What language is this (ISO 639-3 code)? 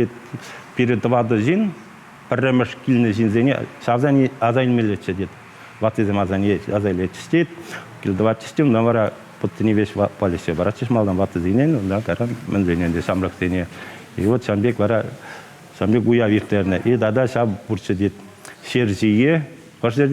chv